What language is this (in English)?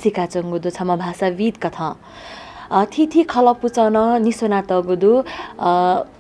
Newari